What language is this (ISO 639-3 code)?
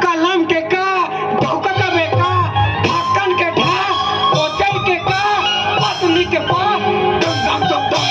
hne